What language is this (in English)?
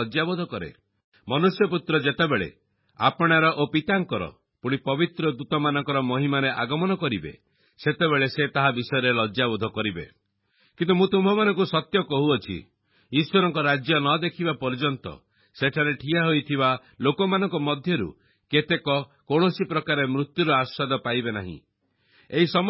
Odia